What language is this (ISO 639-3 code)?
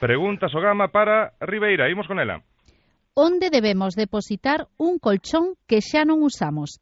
glg